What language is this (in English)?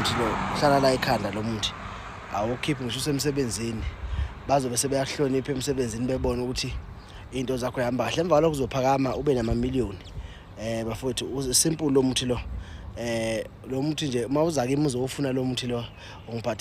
Zulu